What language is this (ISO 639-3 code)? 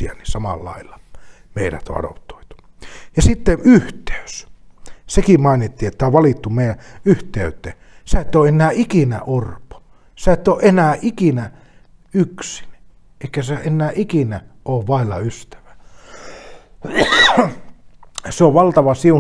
fin